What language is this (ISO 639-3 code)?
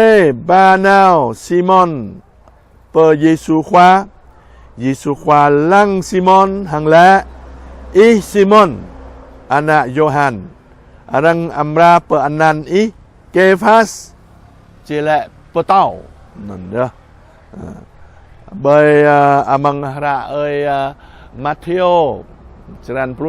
jra